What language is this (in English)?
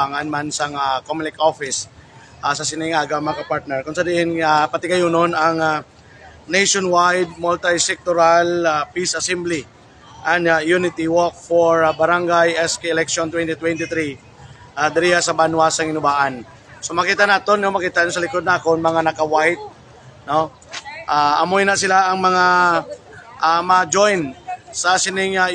Hiligaynon